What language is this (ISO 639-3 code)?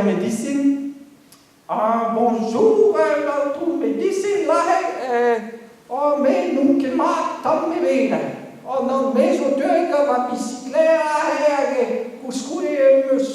bre